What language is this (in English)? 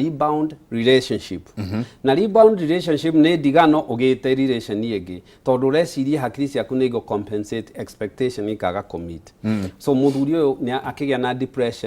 Kikuyu